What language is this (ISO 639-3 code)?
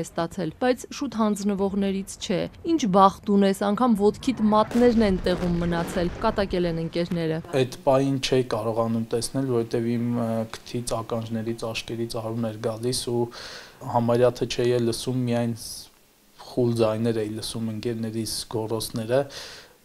hye